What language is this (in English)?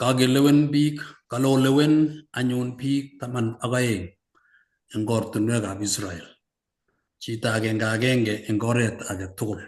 Kalenjin